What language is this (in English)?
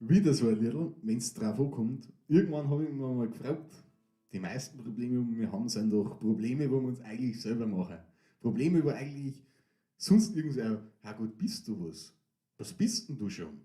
Bavarian